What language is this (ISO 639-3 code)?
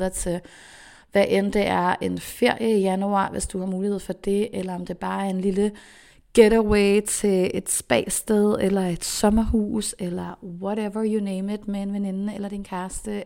dan